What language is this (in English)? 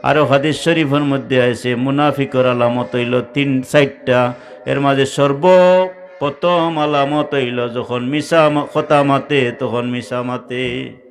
Sylheti